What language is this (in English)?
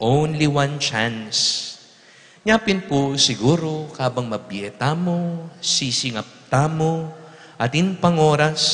Pampanga